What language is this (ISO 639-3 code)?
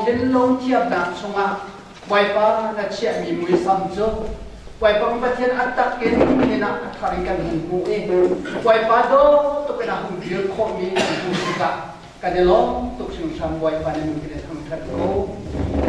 cnh